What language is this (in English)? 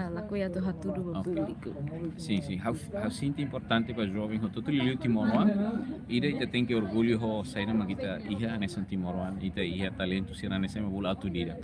Tetum